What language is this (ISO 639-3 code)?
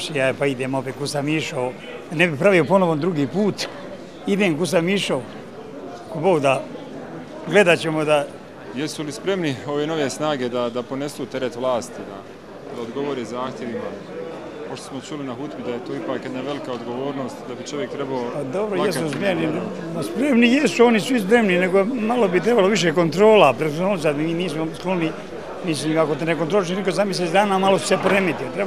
bos